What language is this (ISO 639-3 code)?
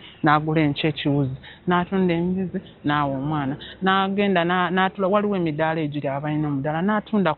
lug